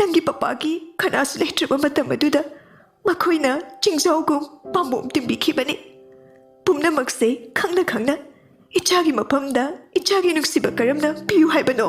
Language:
Manipuri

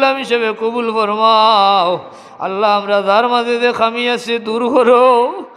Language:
Sylheti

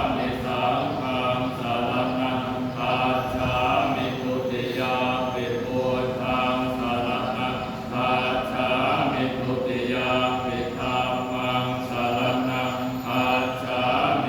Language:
Pali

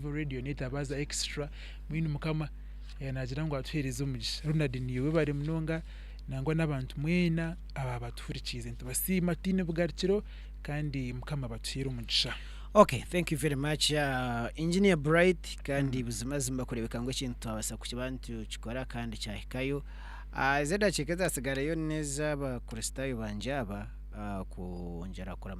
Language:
Nyankole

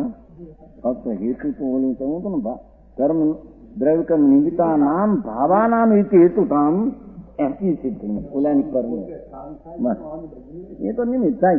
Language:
Gujarati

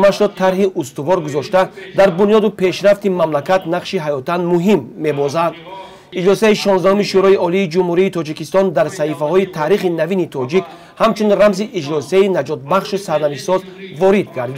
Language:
Tajik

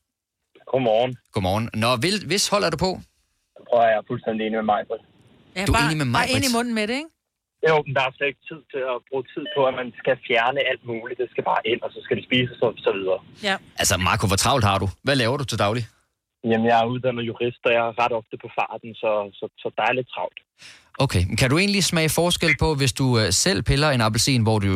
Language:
Danish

